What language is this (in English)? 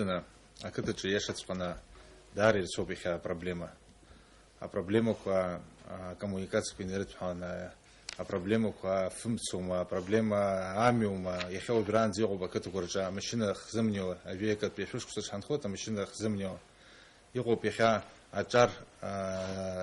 Abkhazian